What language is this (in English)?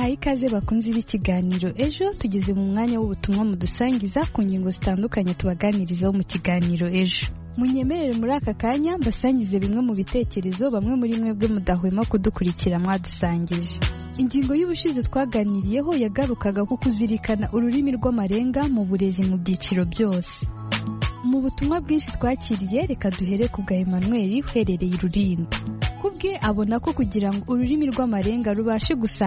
Kinyarwanda